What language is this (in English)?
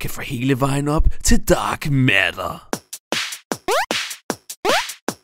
Danish